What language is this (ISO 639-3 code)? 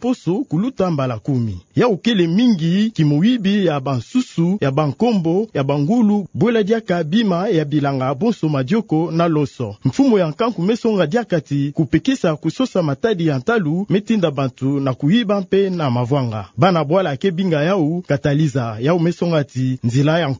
ktu